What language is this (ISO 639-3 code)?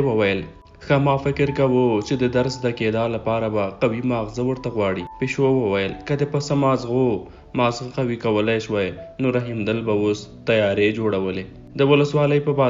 pus